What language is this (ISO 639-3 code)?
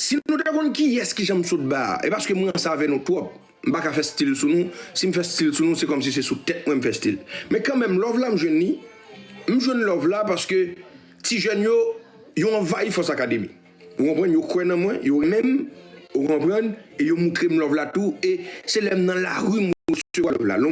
hat